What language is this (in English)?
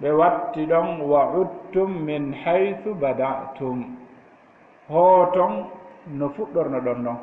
Fula